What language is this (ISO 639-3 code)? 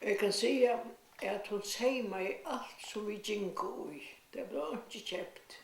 fao